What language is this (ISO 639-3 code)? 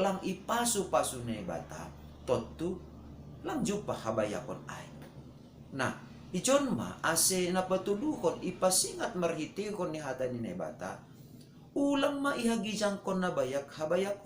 bts